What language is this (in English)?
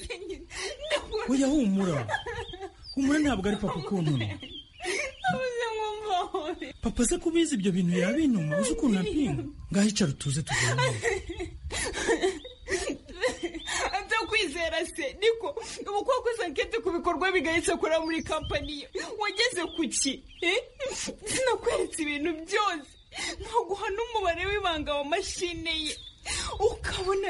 Kinyarwanda